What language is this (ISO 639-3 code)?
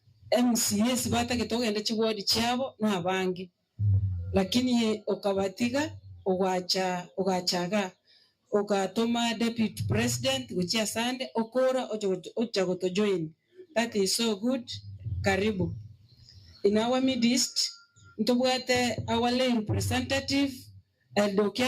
guz